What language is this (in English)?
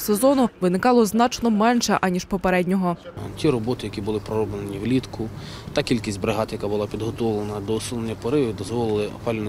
Ukrainian